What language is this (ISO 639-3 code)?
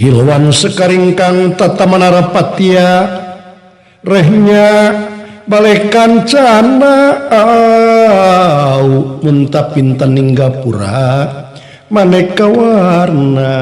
sun